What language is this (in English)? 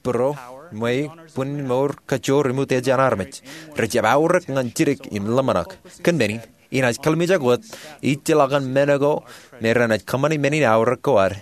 Marshallese